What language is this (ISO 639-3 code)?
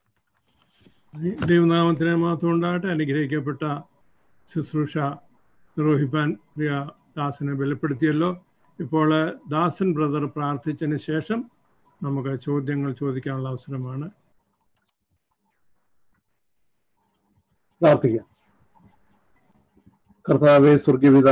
mal